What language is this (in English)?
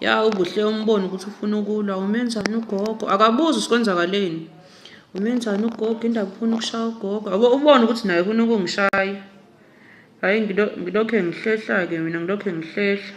Zulu